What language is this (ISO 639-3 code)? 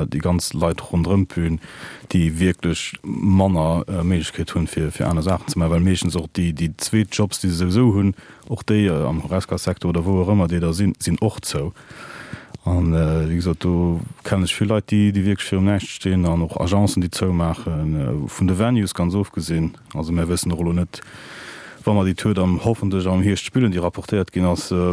ltz